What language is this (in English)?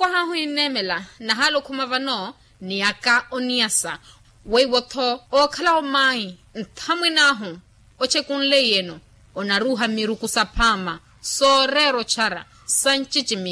Makhuwa